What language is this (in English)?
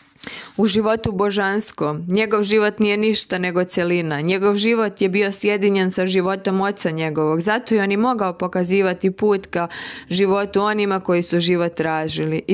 Serbian